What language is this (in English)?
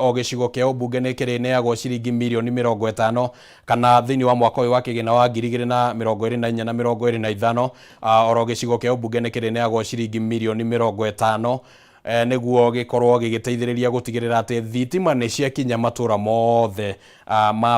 Kikuyu